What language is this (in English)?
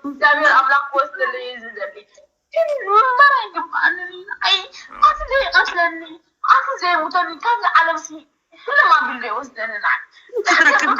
Tigrinya